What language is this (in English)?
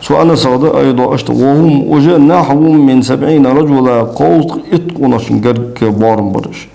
Ingush